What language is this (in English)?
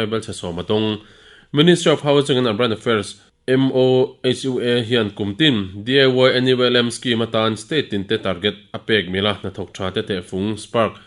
Mizo